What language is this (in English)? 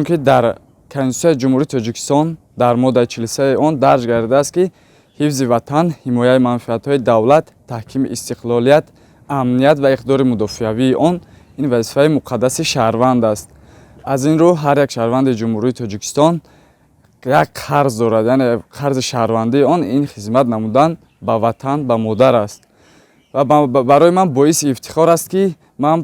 Tajik